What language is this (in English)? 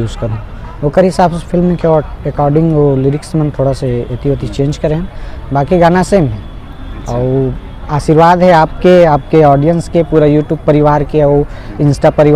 Chhattisgarhi